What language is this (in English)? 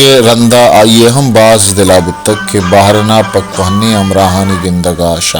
Baluchi